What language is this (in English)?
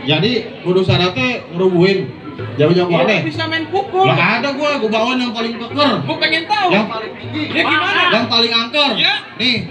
Betawi